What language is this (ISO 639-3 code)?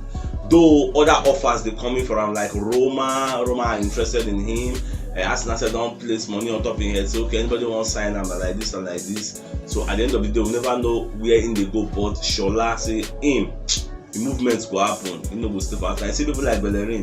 pcm